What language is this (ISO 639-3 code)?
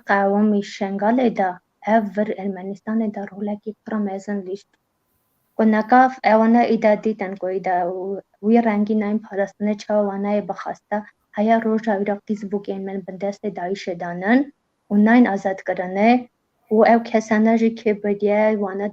kur